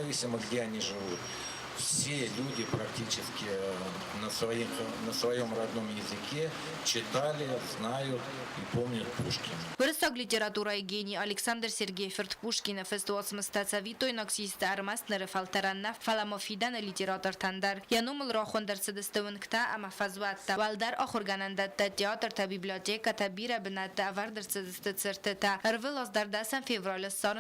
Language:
Ossetic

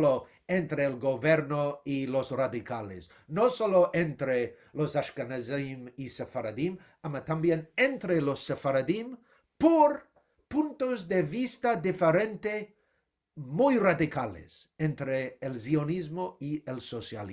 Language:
Ladino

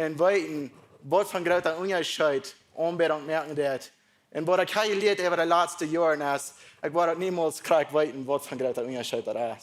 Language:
Plautdietsch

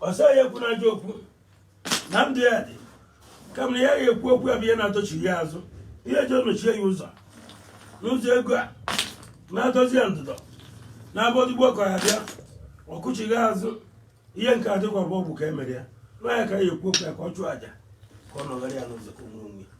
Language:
Igbo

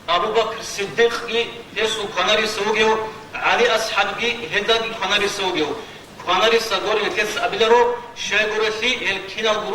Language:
Avaric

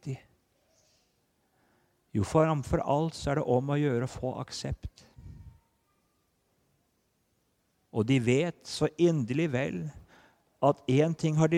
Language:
Norwegian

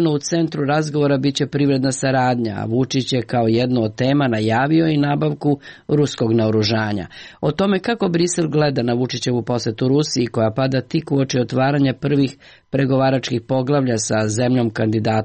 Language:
Serbian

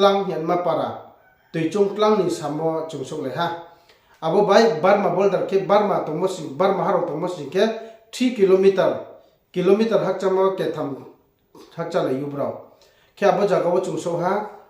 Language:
Riang (India)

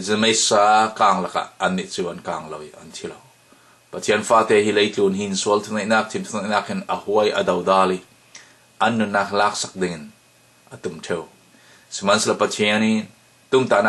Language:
Falam Chin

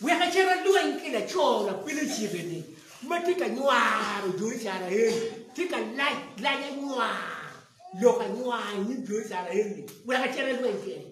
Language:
Acoli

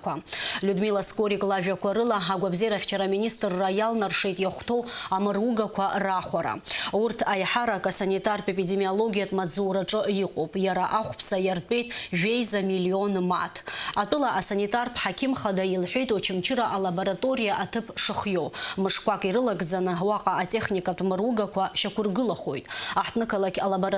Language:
Abkhazian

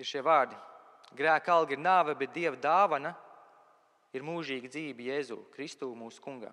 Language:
Latvian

